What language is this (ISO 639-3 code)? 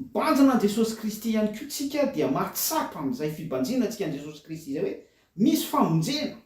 mlg